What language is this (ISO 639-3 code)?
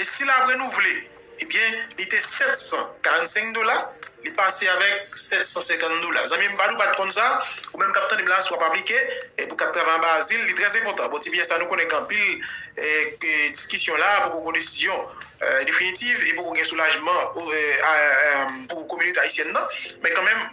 hat